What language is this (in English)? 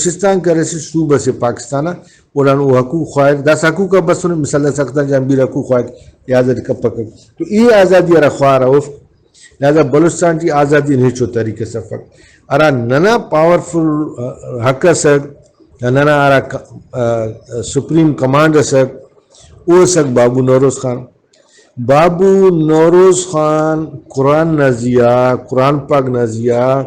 Brahui